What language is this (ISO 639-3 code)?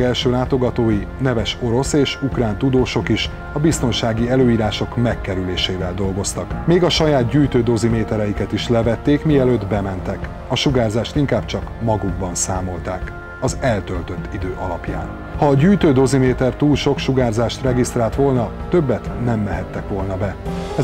hun